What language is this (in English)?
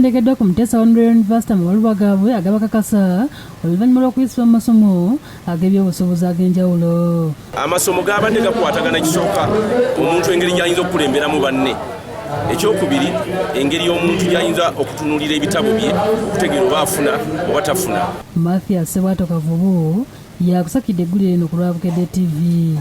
Ganda